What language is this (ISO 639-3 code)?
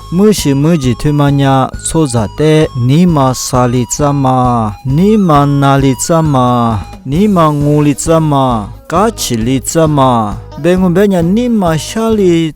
lis